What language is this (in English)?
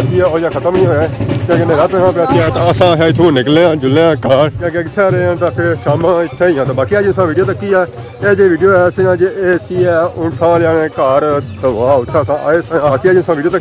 Pahari-Potwari